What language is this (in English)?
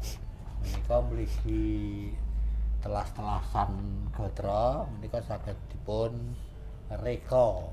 Javanese